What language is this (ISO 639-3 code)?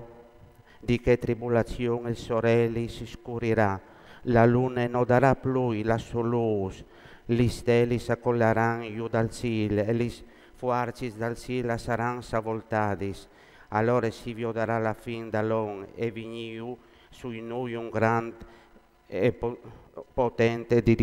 fur